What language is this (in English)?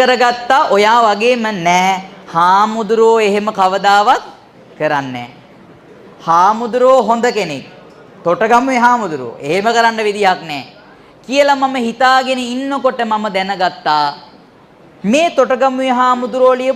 Sinhala